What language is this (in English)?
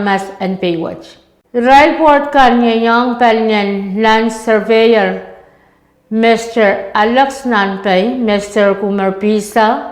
Pohnpeian